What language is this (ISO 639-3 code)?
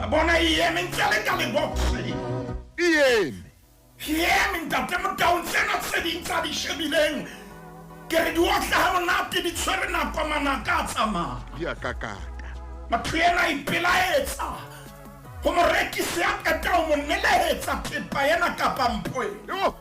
sot